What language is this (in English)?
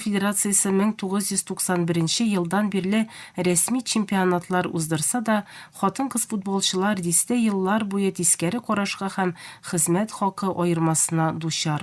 Tatar